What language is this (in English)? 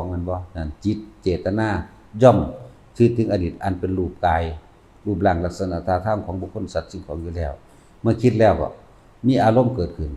Northeastern Thai